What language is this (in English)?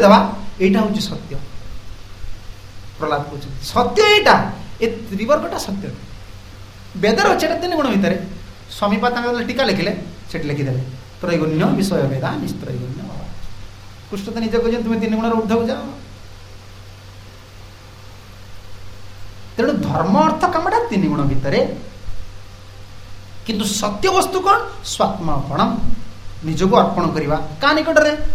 Odia